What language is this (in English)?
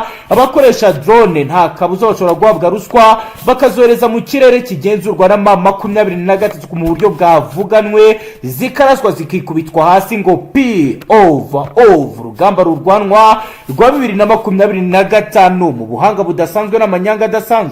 Kinyarwanda